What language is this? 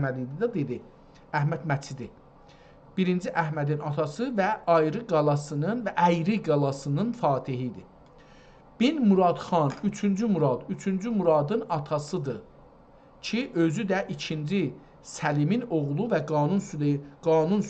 South Azerbaijani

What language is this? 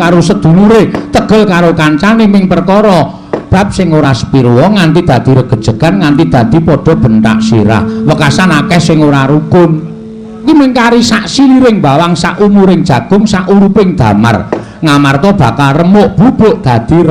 Javanese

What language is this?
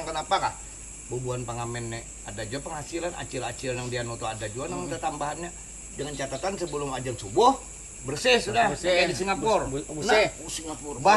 Banjar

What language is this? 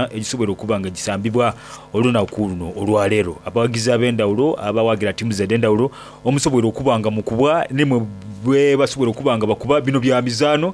Soga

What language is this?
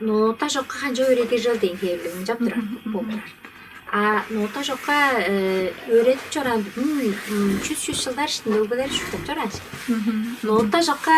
Tuvinian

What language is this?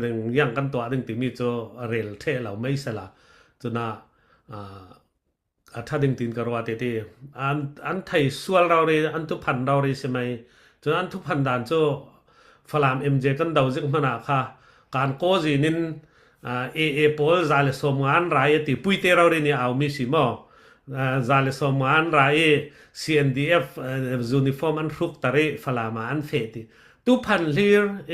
Falam Chin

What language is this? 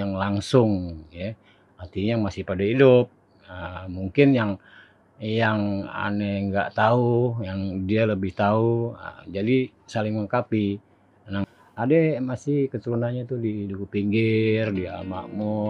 Betawi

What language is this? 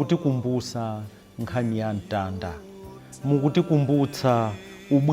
Nyanja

